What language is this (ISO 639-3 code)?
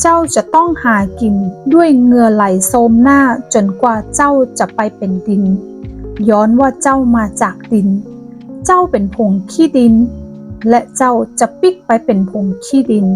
nod